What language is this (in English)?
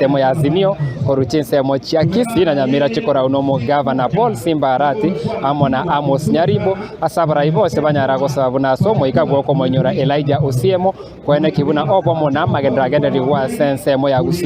Gusii